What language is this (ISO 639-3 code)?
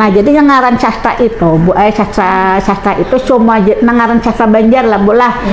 bjn